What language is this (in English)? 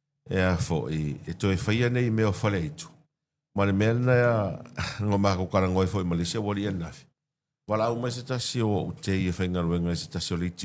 Samoan